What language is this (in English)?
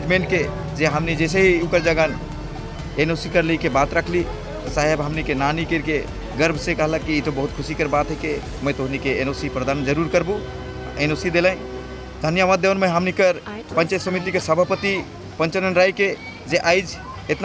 Sadri